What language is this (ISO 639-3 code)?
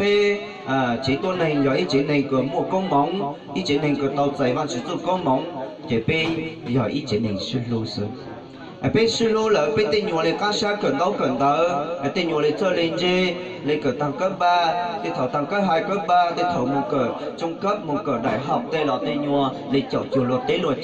hmn